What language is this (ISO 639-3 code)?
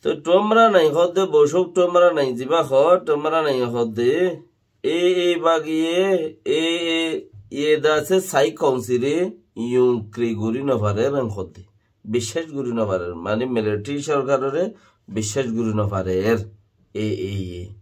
rhg